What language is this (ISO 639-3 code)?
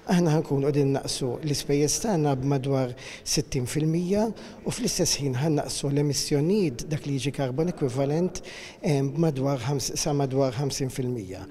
mlt